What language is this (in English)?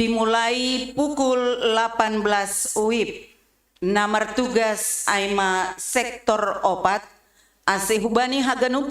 Batak Simalungun